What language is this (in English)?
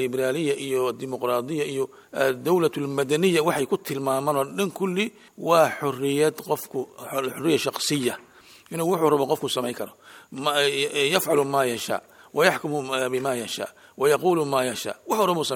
Somali